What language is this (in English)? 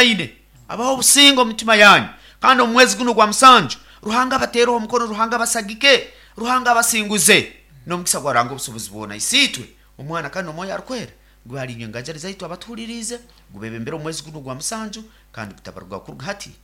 Nyoro